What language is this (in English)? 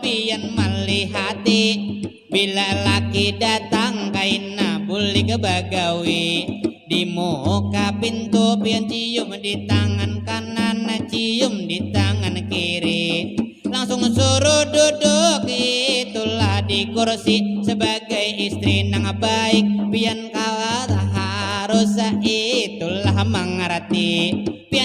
Banjar